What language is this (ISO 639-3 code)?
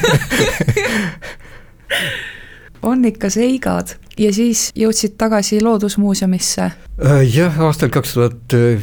est